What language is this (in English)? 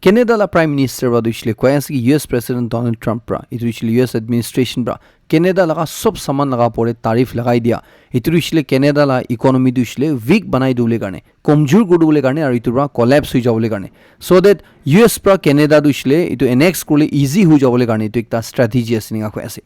Naga Pidgin